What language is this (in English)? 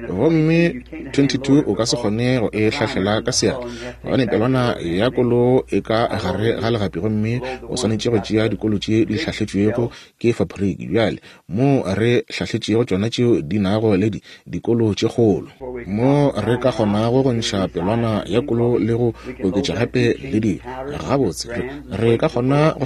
Northern Sotho